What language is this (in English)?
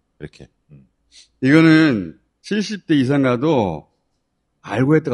Korean